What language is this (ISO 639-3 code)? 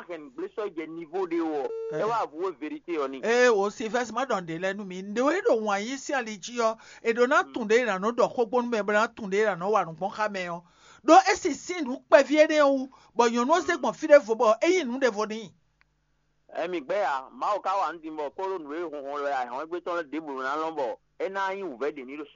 fon